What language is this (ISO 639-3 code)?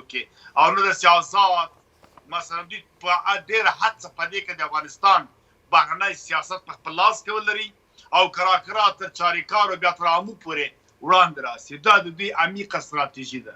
pus